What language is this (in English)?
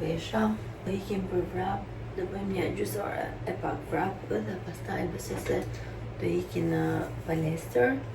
Albanian